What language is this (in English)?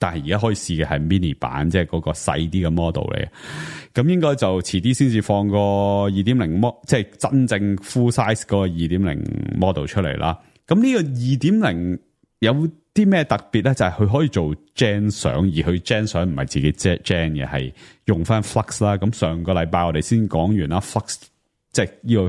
Cantonese